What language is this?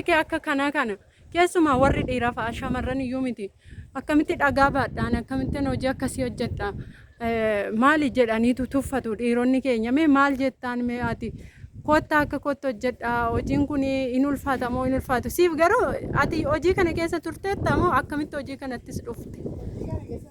Oromo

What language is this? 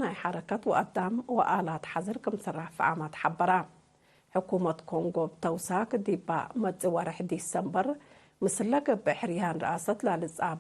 Tigre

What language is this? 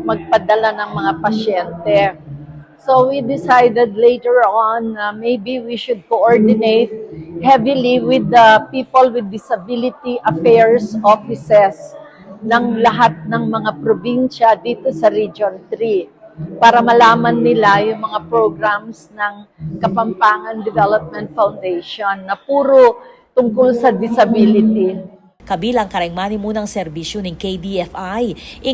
Pampanga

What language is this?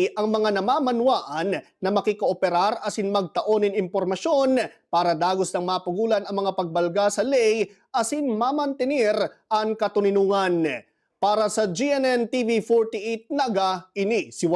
Bikol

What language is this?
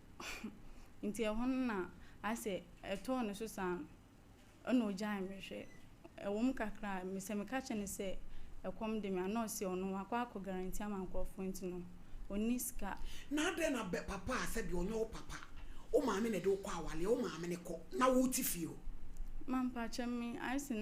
Akan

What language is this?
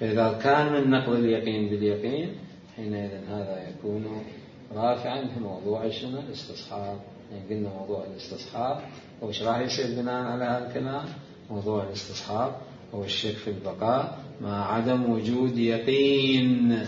Mesopotamian Arabic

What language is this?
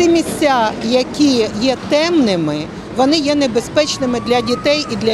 Ukrainian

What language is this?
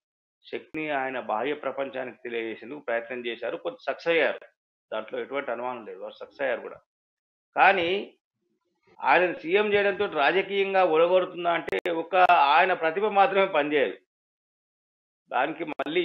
Telugu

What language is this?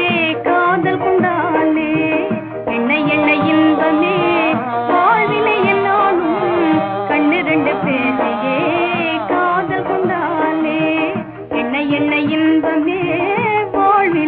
Tamil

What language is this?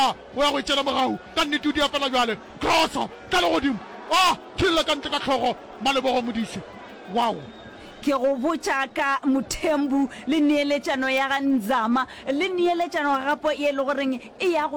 Northern Sotho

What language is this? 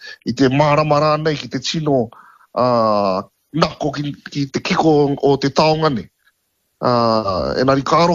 Māori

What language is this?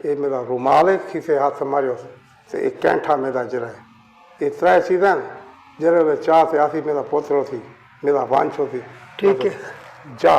Saraiki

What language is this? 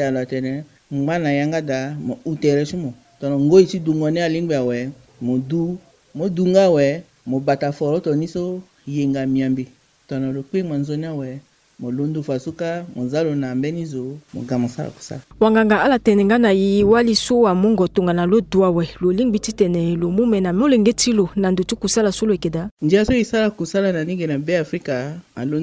Sango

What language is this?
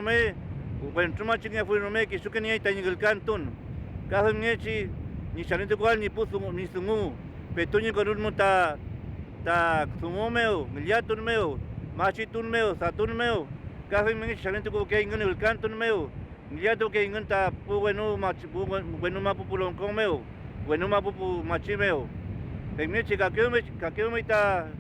Mapuche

